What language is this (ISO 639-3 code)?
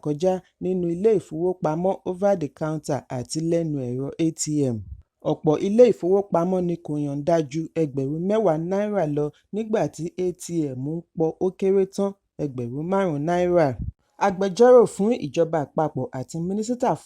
yor